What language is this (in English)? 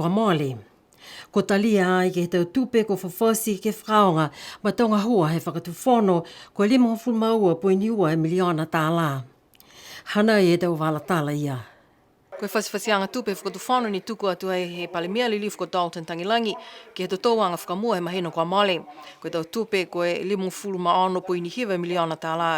Niuean